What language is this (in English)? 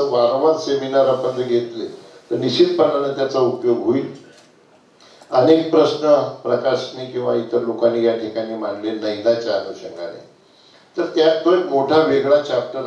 Marathi